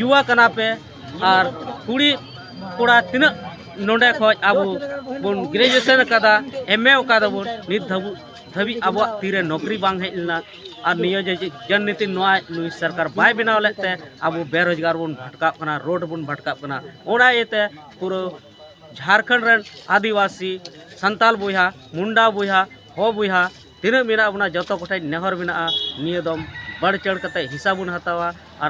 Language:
Santali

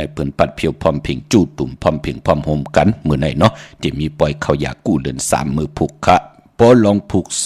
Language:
Shan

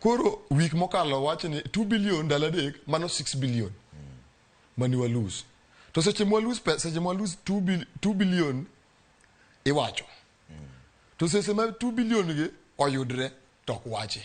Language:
Luo (Kenya and Tanzania)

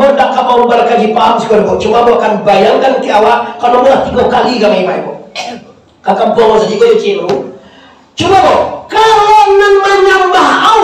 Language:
Minangkabau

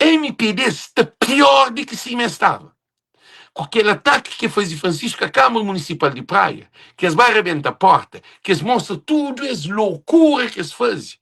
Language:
Kabuverdianu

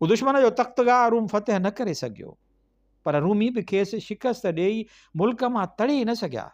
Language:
Sindhi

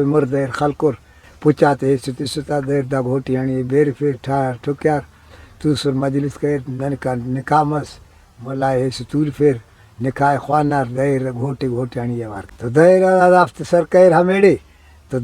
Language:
Brahui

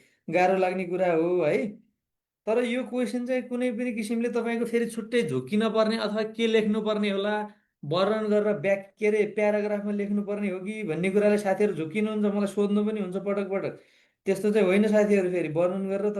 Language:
Nepali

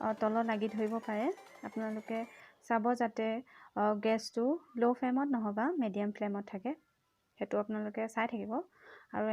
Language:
Assamese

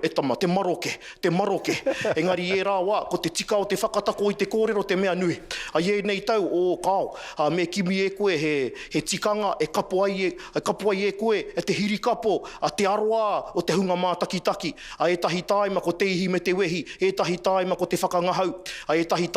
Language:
Māori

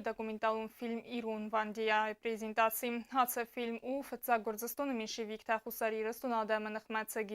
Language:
Ossetic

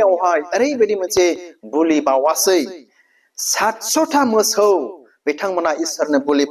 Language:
Bodo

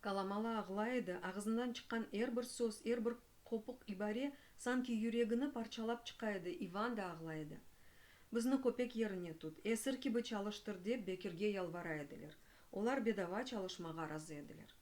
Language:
Crimean Tatar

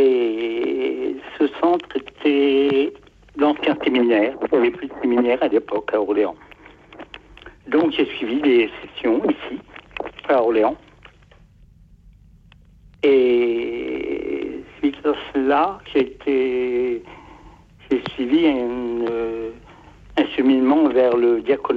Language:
French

